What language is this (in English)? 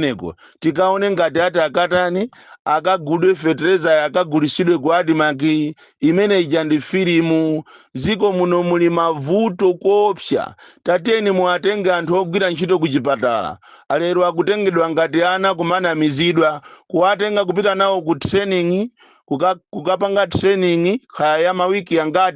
Nyanja